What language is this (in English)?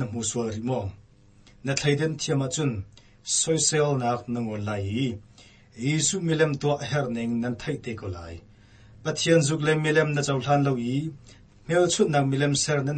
Hakha Chin